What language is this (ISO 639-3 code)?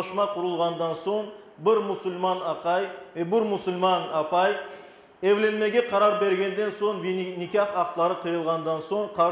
crh